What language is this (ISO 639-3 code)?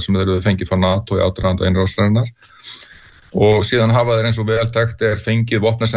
isl